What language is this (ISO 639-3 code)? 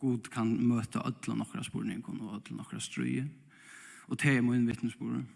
fao